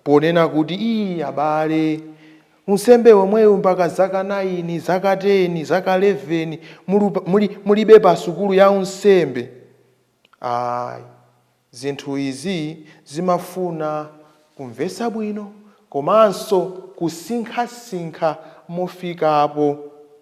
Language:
Nyanja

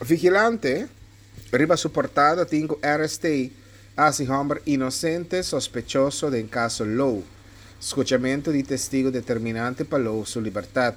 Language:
Papiamento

